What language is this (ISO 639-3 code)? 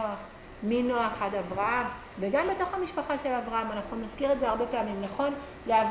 heb